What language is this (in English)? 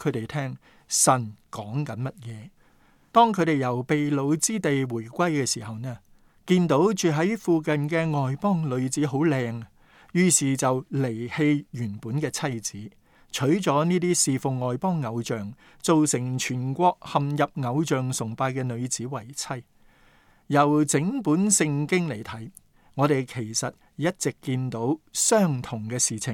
Cantonese